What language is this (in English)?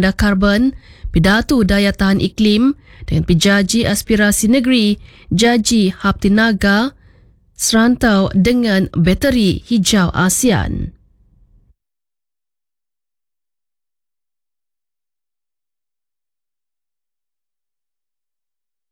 Malay